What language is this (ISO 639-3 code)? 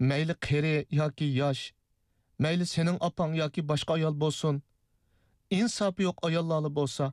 uig